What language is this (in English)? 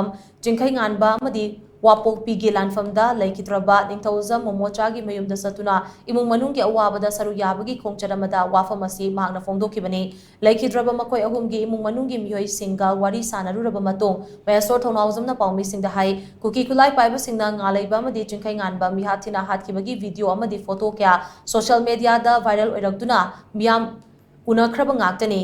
Manipuri